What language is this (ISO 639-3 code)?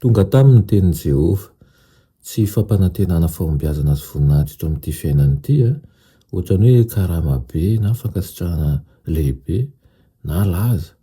mlg